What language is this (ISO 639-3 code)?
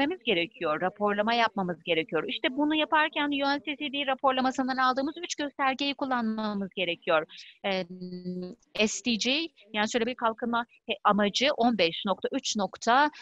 tur